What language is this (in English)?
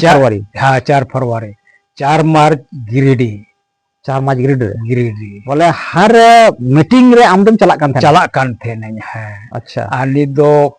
Santali